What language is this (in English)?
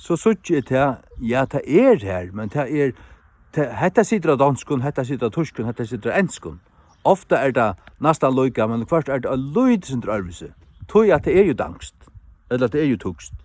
Faroese